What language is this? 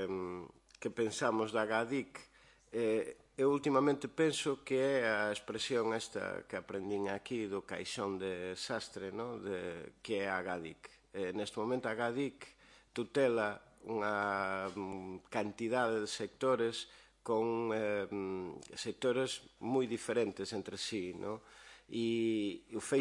Galician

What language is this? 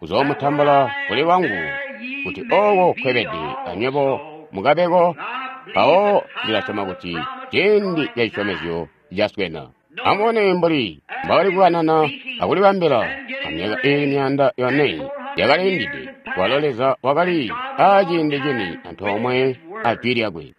Tonga (Zambia)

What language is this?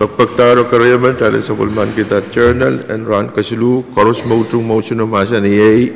Pohnpeian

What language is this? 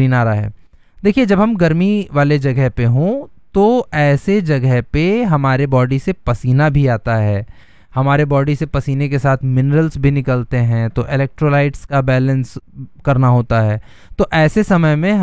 Hindi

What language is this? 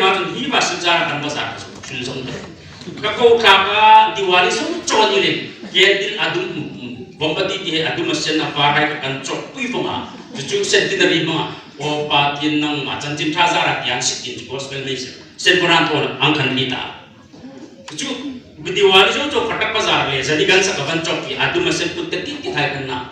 Hmar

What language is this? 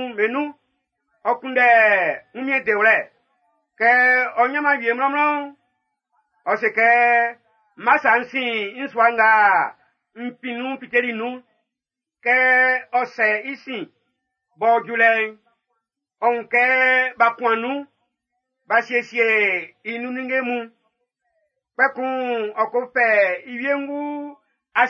Baoulé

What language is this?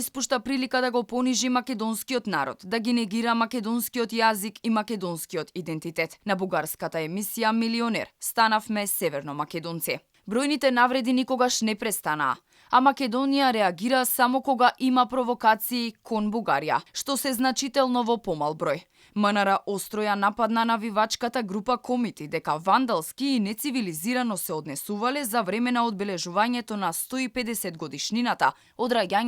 Macedonian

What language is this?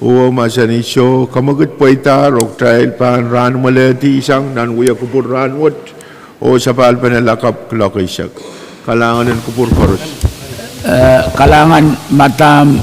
Pohnpeian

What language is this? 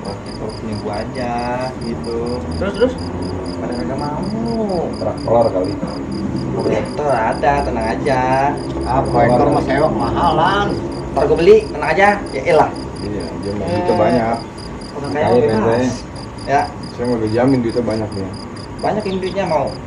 Betawi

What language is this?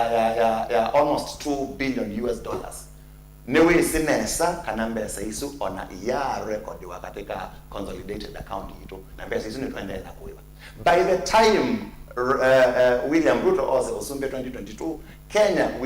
Kamba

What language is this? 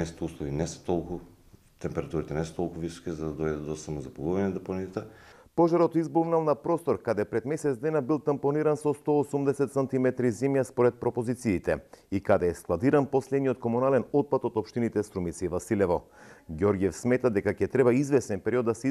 Macedonian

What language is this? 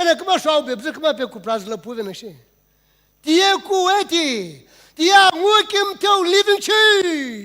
Sumi Naga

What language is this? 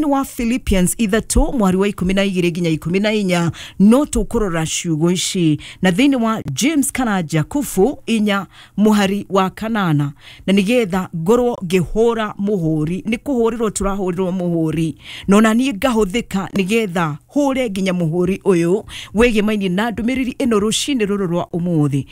Kikuyu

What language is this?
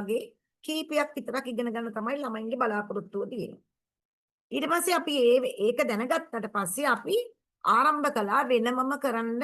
Sinhala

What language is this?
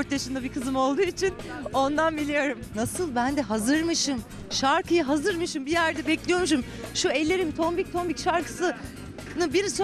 Turkish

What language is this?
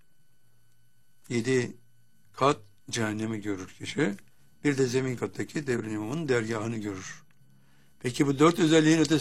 Turkish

